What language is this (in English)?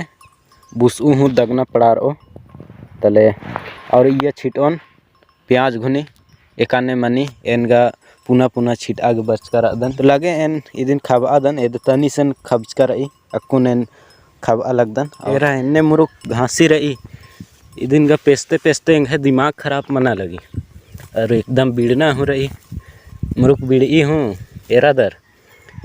Kurukh